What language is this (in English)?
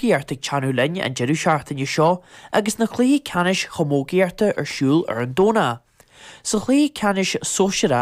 Irish